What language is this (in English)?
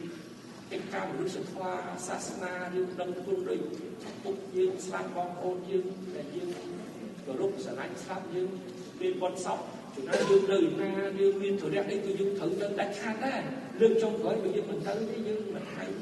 Khmer